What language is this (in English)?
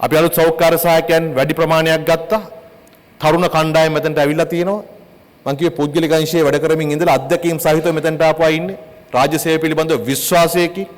Sinhala